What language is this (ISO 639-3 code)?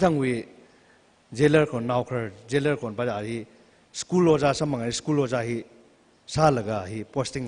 nmf